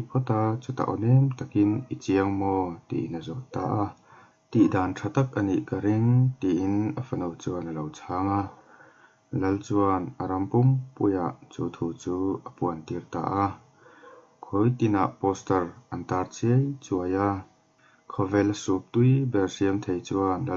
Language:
Mizo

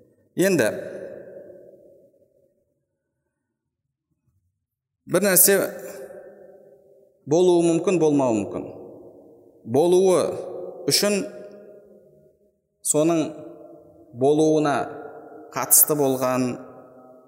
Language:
Kazakh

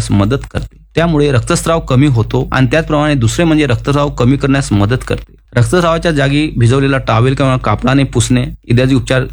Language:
Marathi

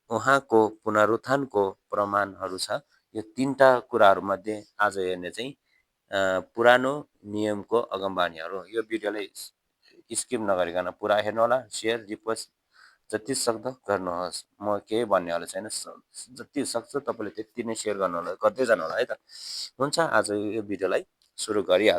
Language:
Nepali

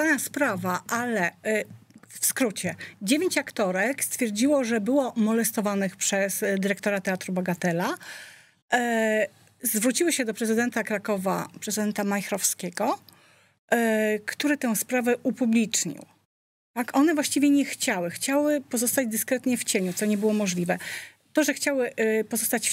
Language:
Polish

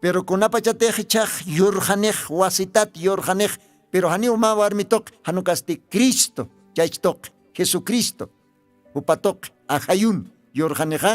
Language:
Aymara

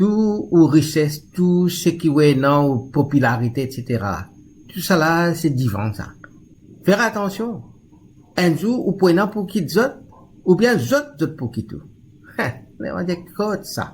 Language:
Morisyen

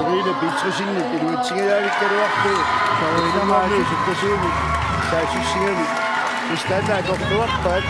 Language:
Kalaallisut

